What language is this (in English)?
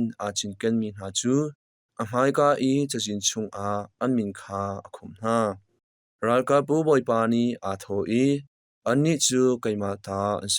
Hakha Chin